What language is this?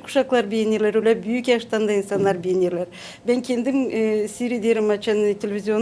Gagauz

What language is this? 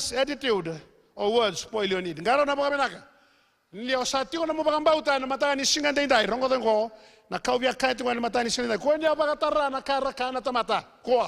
Fijian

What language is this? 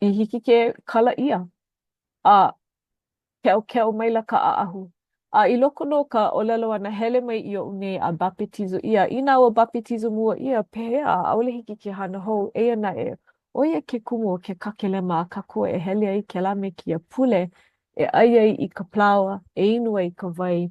Hawaiian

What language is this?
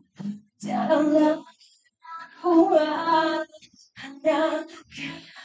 Indonesian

